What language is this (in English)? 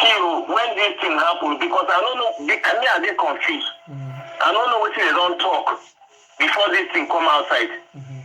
Nigerian Pidgin